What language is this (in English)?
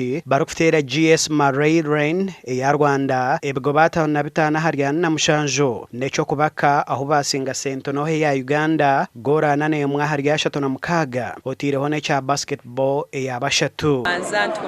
Nyankole